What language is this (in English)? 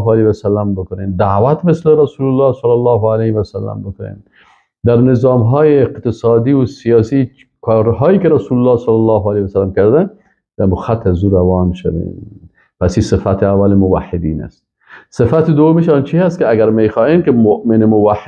Persian